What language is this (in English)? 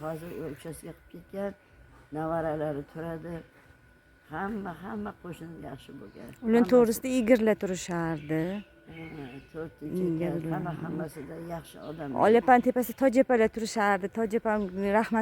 Uzbek